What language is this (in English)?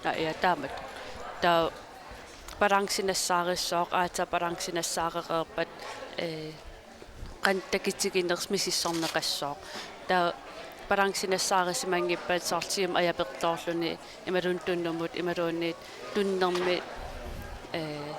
Kalaallisut